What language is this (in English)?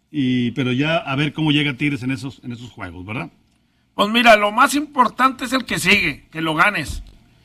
Spanish